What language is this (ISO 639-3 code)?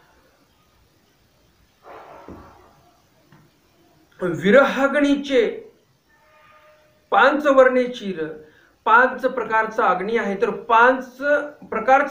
mar